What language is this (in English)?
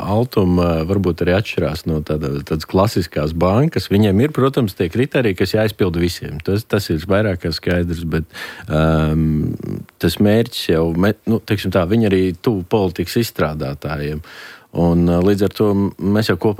Latvian